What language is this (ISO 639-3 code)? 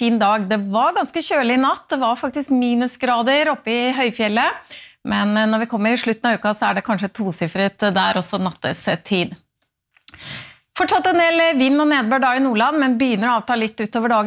nor